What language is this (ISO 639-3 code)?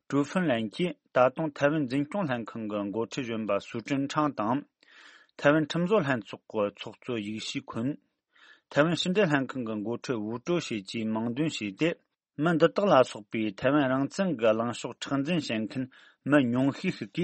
bod